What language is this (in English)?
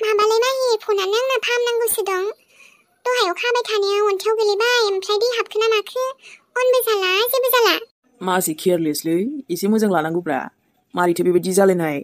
Bodo